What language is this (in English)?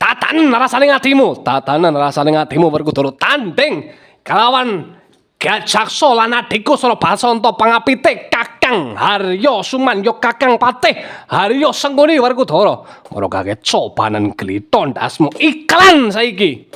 Javanese